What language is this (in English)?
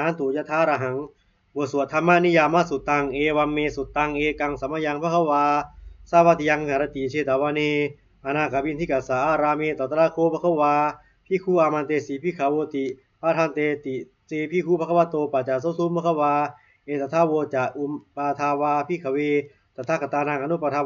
Pali